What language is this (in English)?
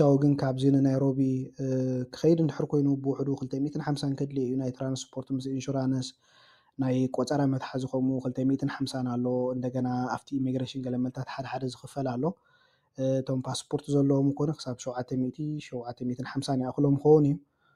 Tigrinya